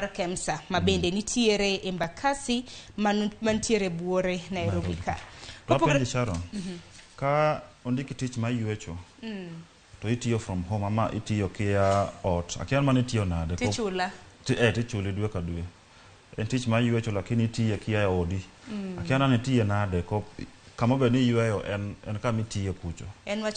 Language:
Luo (Kenya and Tanzania)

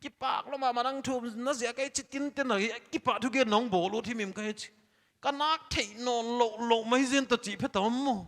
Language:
Paite Chin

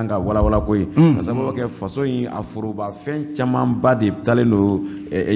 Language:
Bambara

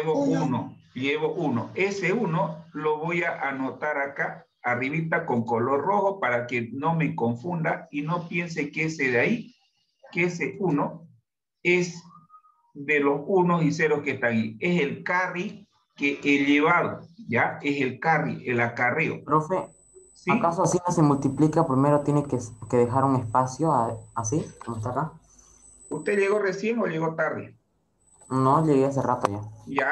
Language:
Spanish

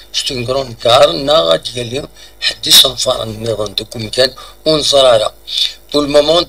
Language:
Kabyle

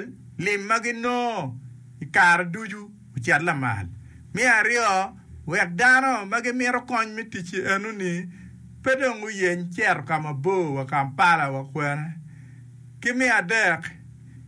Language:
Acoli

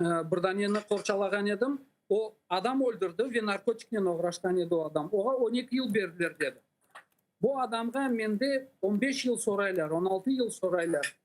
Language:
Crimean Tatar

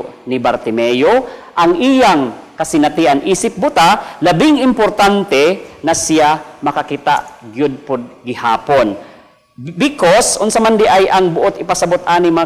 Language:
Cebuano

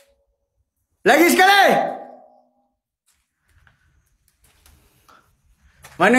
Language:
Malay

